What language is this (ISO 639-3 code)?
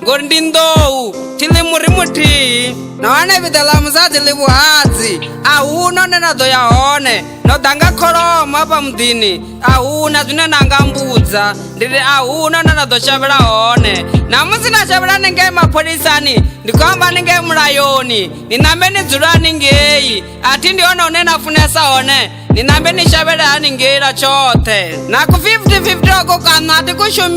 ven